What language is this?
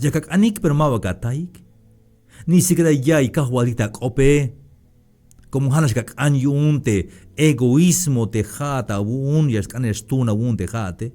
Tzeltal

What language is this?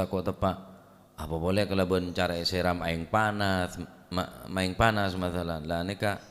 Madurese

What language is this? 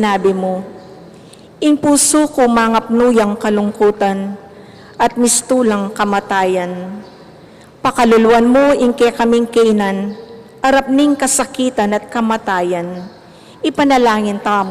Pampanga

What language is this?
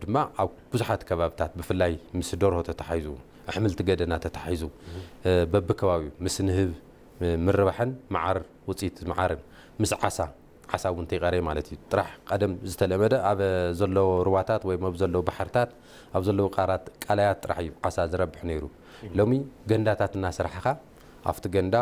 Tigrinya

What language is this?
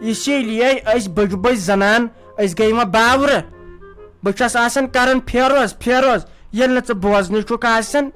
Kashmiri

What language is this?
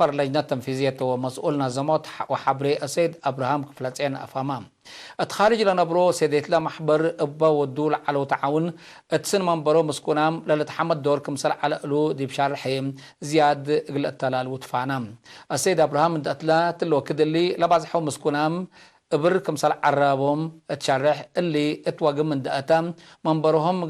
Tigre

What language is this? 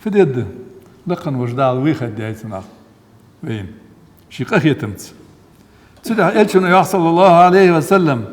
Ingush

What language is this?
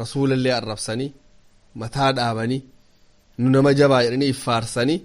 Oromo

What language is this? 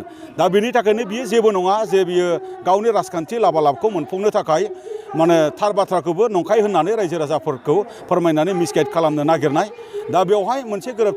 Bodo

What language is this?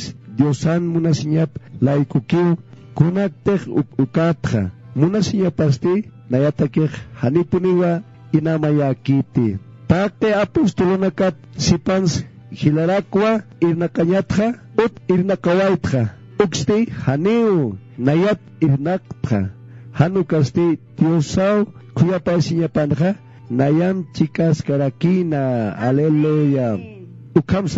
Aymara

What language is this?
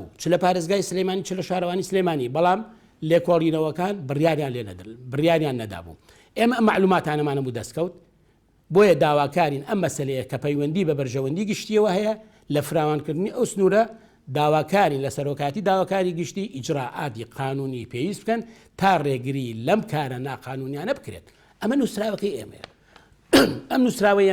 Central Kurdish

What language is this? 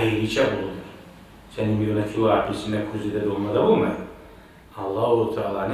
Kumyk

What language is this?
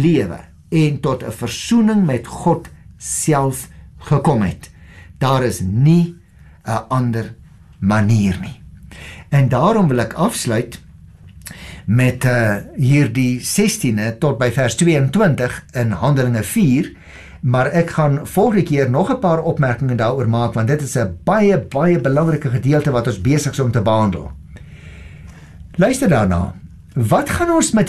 Afrikaans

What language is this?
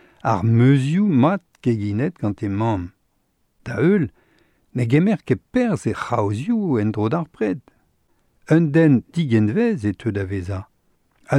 Breton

